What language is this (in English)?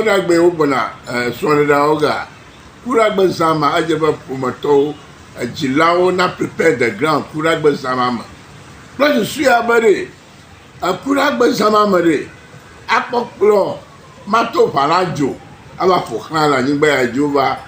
Ewe